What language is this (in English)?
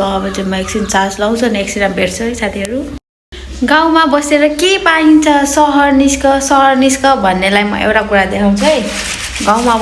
Nepali